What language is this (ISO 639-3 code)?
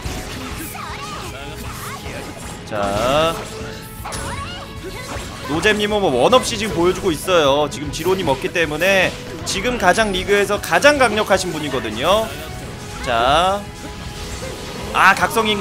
kor